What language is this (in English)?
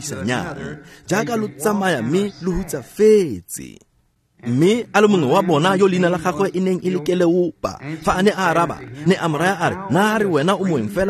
Tswana